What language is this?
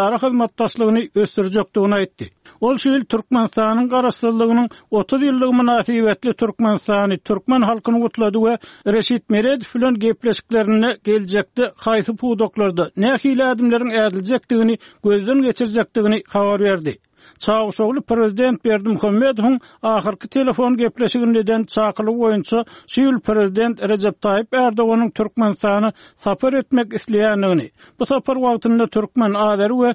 Turkmen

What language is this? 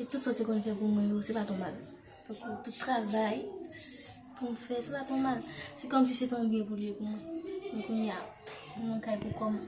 Haitian Creole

